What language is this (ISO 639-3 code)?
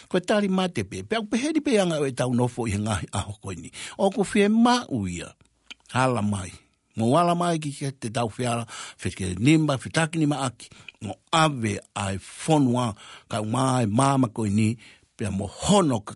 ton